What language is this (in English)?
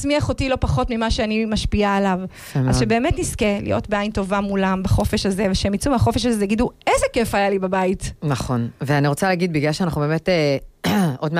Hebrew